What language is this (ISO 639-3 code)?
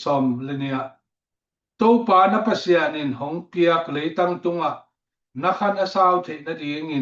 ctd